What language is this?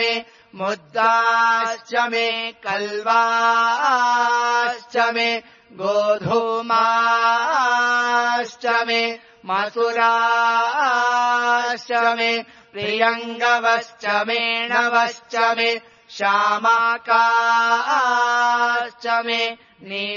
Sanskrit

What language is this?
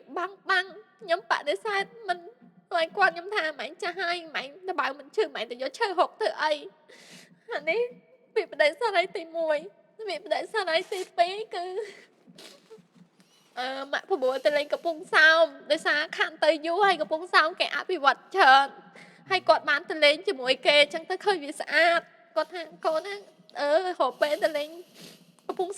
Khmer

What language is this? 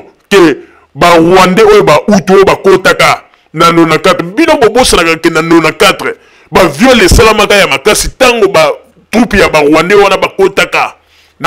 Lingala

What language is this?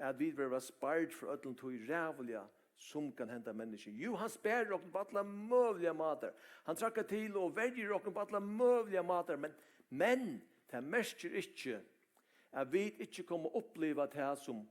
Faroese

